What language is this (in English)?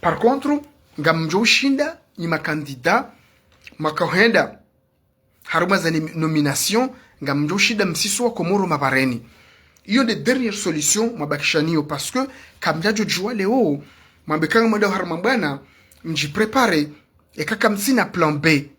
Ngazidja Comorian